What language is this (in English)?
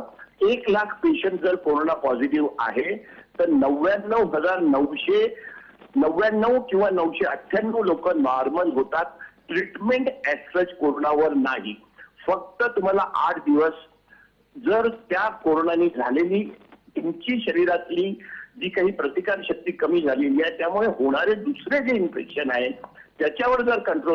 Marathi